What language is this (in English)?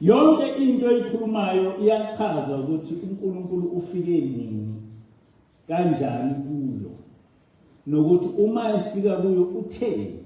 Zulu